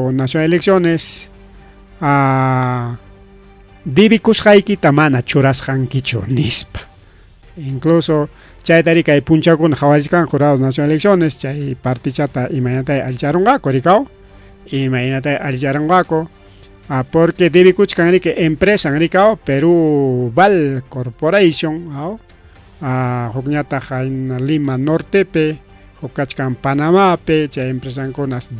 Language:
Ayacucho Quechua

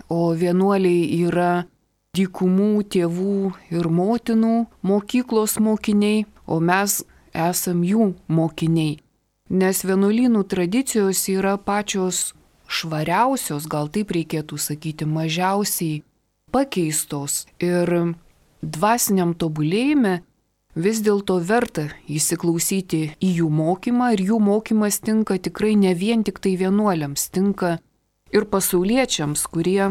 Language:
Lithuanian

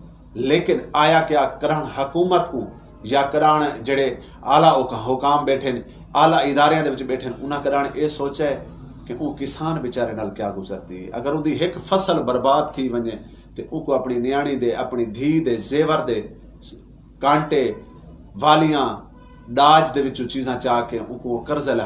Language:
Saraiki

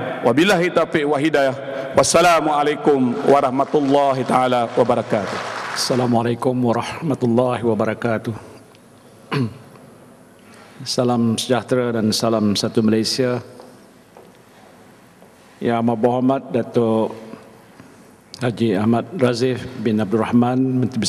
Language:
Malay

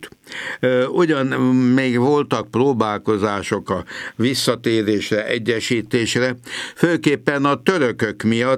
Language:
Hungarian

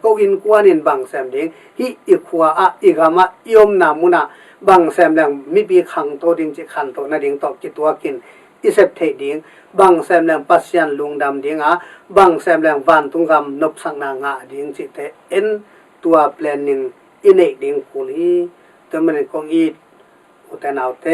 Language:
Tedim Chin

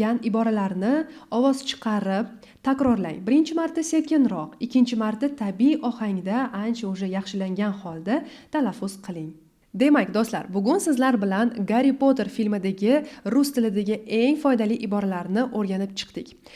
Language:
Uzbek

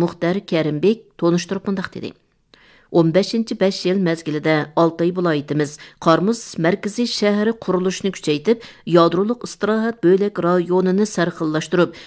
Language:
Uyghur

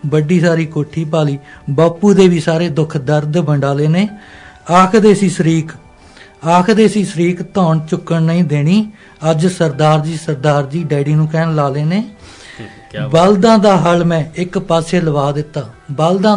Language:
Punjabi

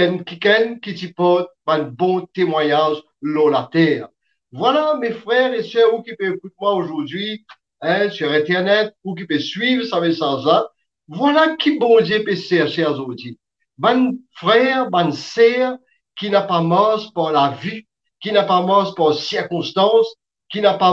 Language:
Morisyen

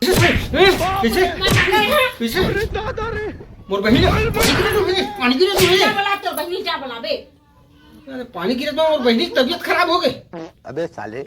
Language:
Chhattisgarhi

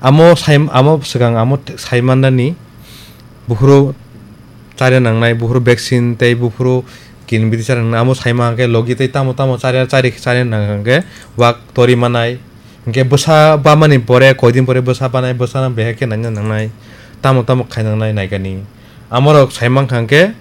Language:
Kok Borok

